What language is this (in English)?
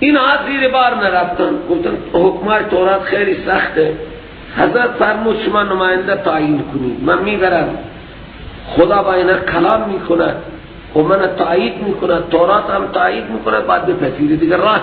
Persian